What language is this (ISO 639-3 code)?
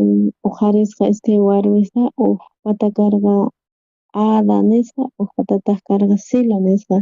quh